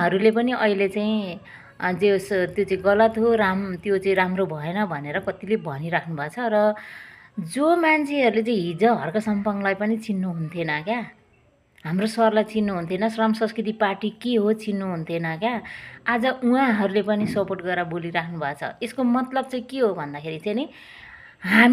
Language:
Nepali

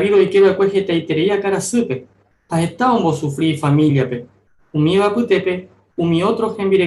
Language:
Guarani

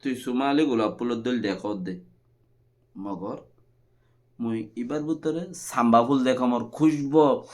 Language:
Rohingya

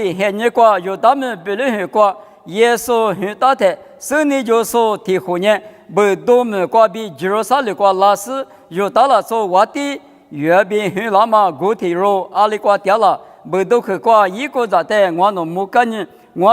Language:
Lisu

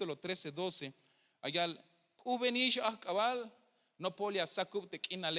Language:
Tzeltal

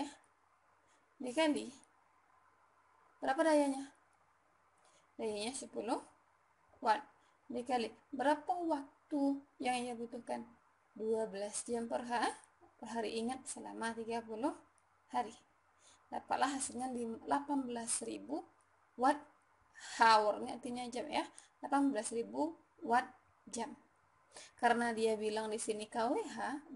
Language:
Indonesian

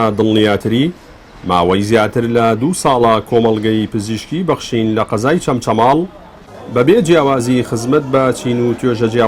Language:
Central Kurdish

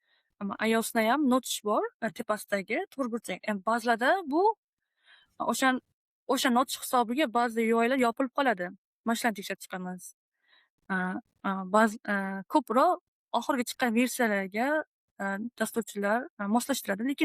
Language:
Uzbek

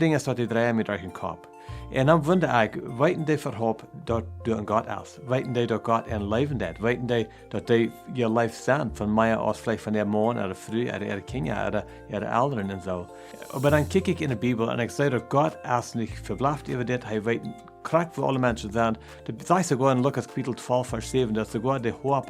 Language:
Plautdietsch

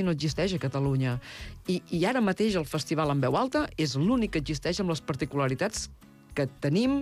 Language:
Catalan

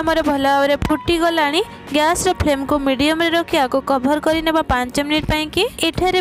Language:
Odia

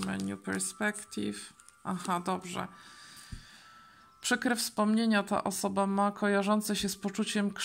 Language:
Polish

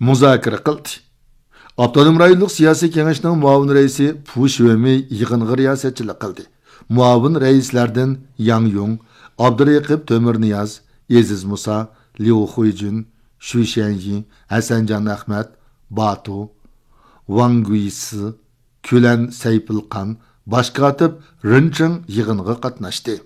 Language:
Uyghur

